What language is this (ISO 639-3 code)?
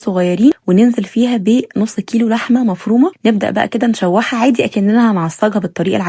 arz